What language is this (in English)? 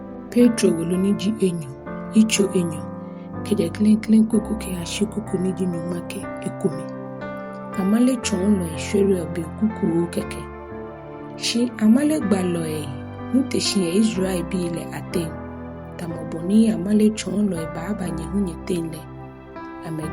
Ga